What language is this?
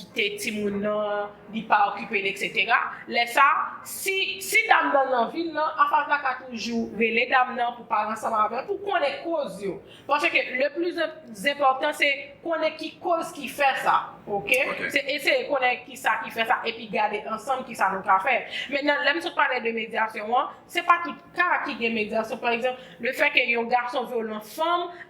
Haitian Creole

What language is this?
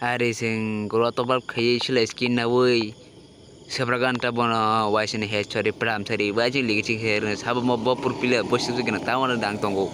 Kok Borok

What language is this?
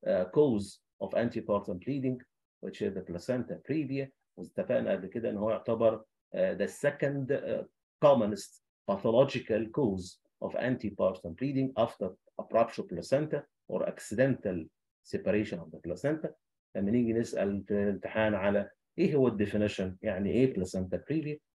Egyptian Arabic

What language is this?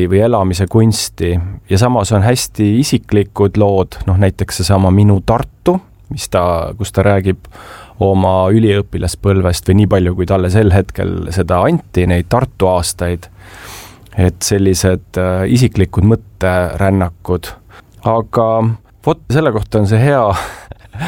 Estonian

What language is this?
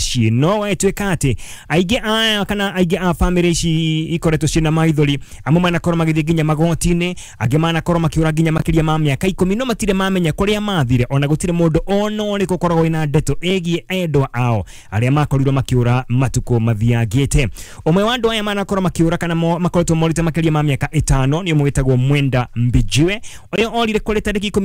Kikuyu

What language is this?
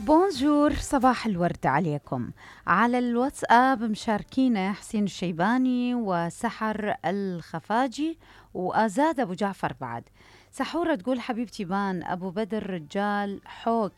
Mesopotamian Arabic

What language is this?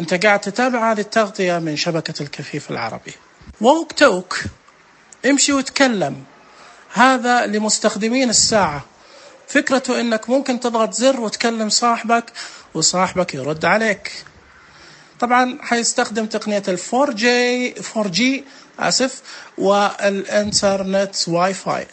Najdi Arabic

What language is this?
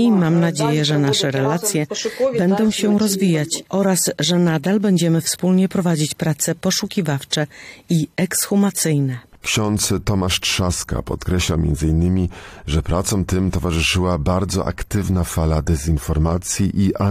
Polish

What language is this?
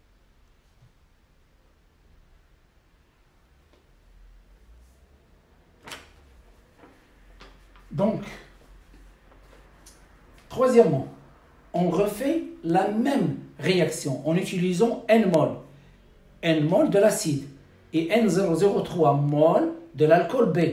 French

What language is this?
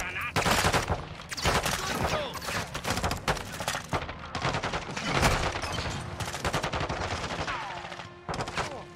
German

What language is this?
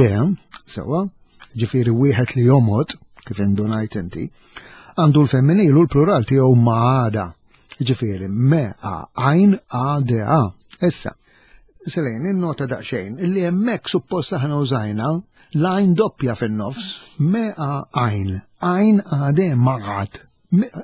Maltese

